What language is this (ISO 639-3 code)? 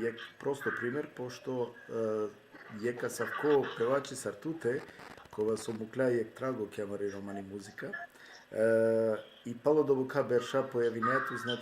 rmn